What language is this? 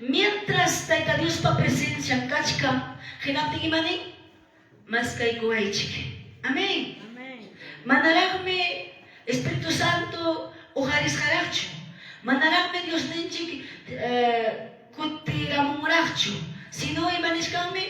Quechua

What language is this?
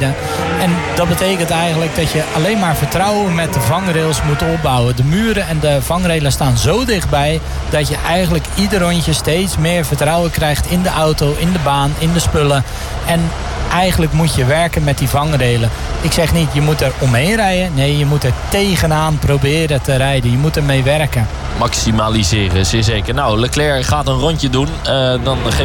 Dutch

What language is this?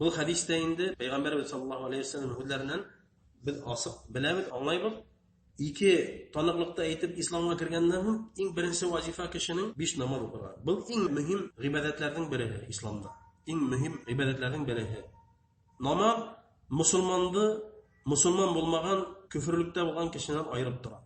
Bashkir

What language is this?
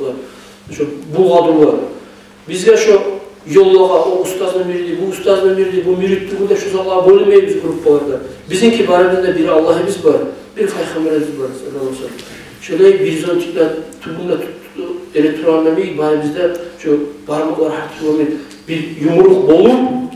Kumyk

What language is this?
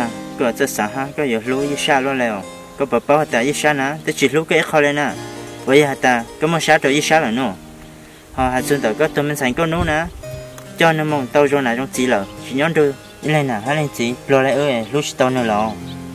Vietnamese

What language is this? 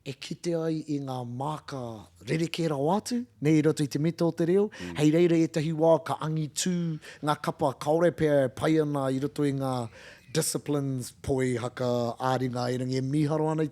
Māori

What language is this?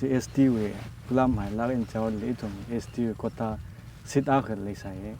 Tangkhul Naga (India)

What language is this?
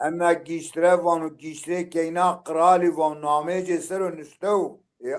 Zaza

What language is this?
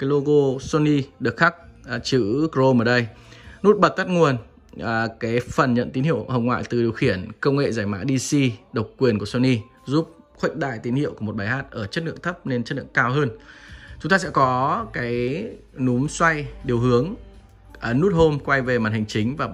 Vietnamese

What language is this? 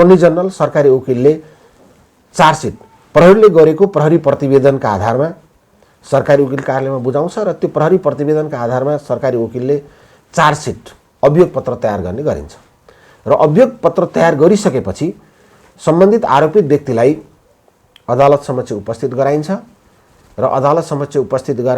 Nepali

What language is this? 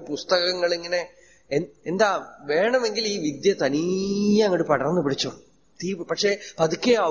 Malayalam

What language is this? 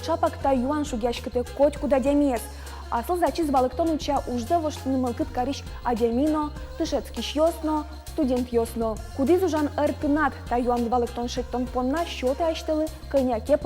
Udmurt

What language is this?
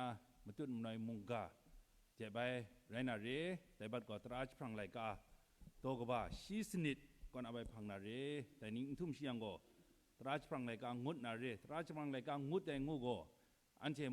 Kachin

